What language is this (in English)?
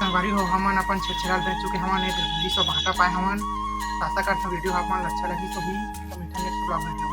Chhattisgarhi